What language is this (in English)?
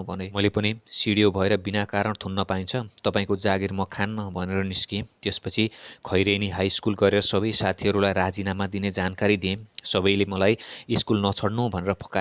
Nepali